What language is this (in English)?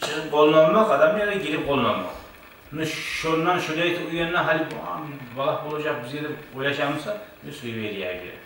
Kumyk